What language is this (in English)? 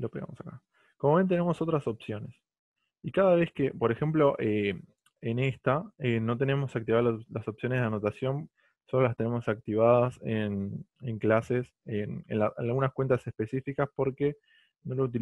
Spanish